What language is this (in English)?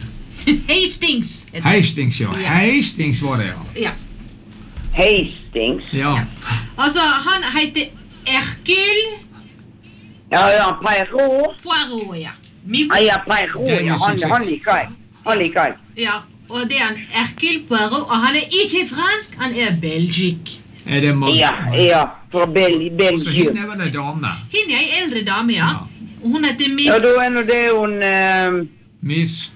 Norwegian